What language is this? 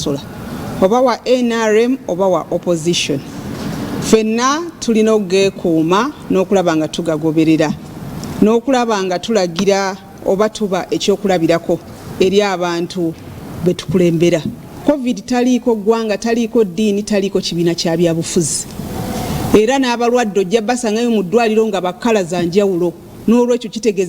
Ganda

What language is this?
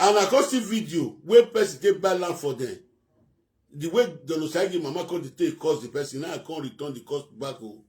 Nigerian Pidgin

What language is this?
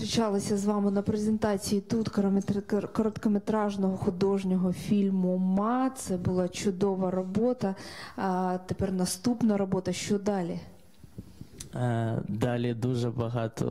Ukrainian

